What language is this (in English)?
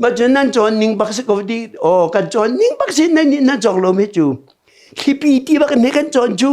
Hakha Chin